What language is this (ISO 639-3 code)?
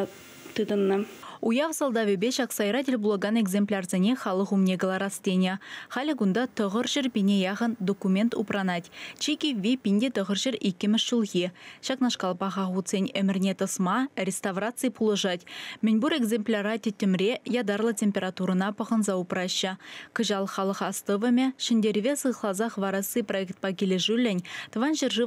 chv